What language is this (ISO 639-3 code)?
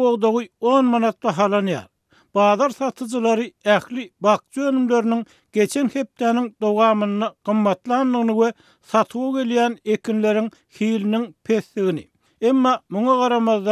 tuk